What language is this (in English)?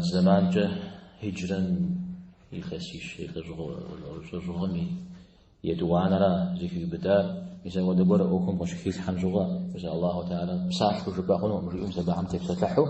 Kabardian